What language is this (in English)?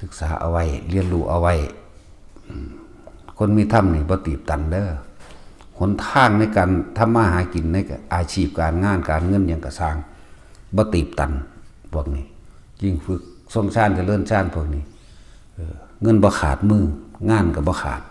Northeastern Thai